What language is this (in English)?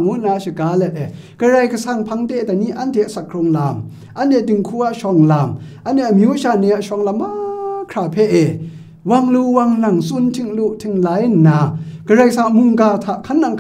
Kachin